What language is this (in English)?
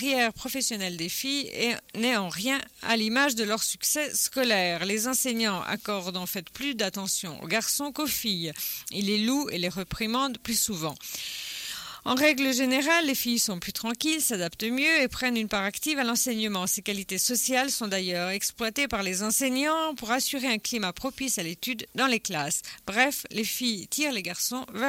French